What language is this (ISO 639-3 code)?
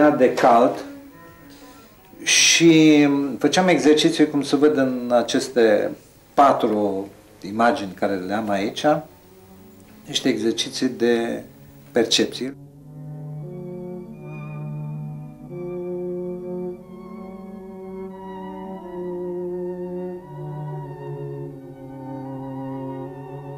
ron